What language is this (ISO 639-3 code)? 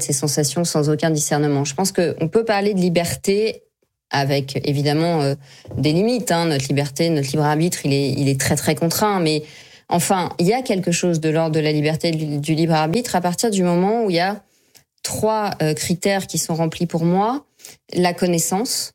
fra